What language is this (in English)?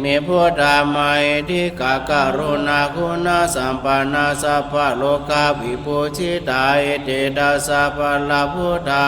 Pali